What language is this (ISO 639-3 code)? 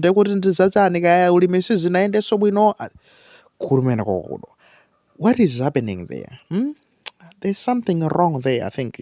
nya